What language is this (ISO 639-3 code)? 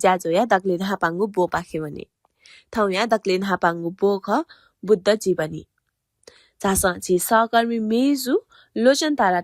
new